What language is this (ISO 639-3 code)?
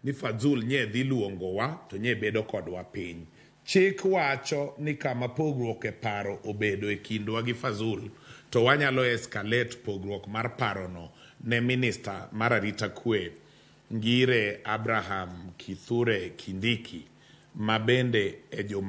luo